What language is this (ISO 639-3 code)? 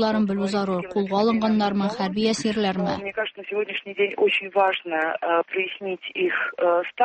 tat